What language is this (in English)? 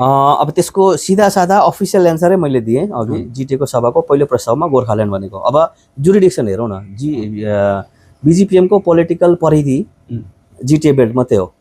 Nepali